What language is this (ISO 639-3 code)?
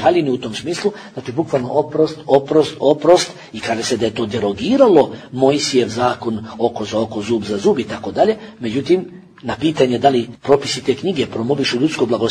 bos